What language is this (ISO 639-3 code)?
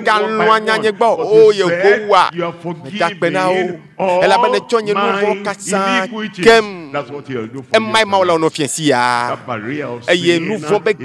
ewe